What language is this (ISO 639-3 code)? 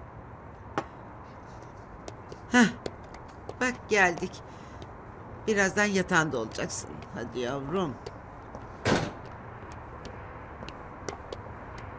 tur